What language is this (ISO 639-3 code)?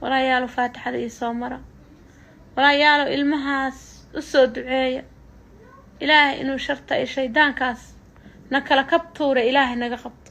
som